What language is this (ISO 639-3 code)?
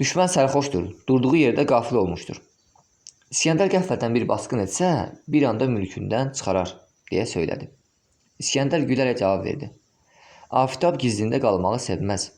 aze